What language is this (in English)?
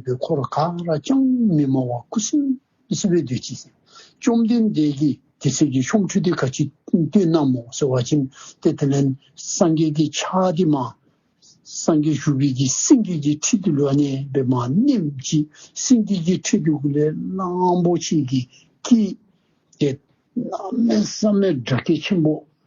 Dzongkha